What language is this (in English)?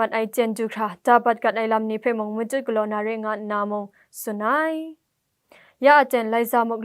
Kachin